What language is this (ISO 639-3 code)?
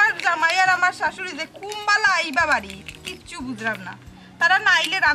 syl